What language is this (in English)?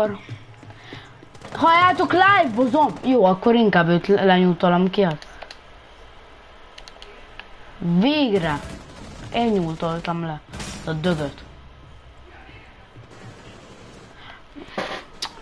Hungarian